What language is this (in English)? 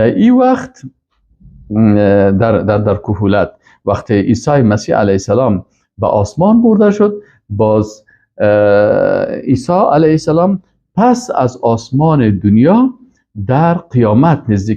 Persian